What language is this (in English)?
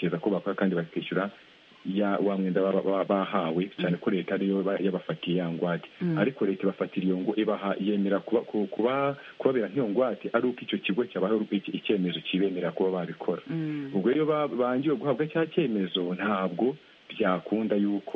Kinyarwanda